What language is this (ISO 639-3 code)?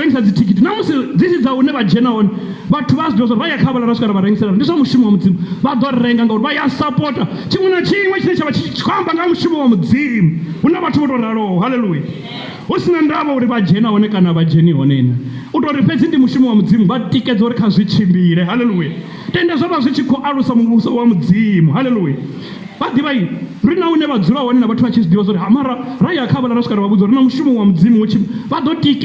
ven